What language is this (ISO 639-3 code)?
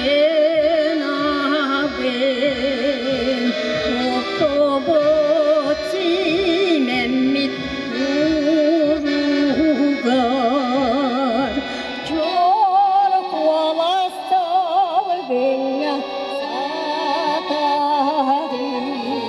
sah